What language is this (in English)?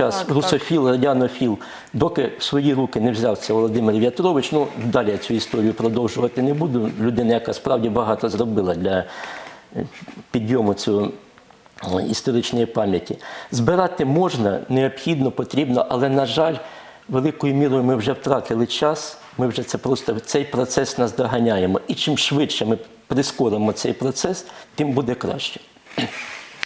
Ukrainian